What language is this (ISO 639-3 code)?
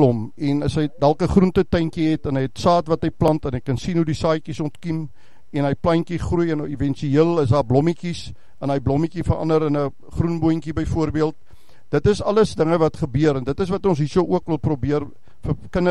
afr